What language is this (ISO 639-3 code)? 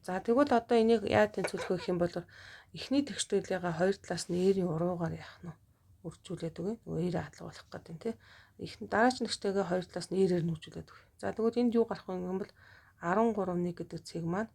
mon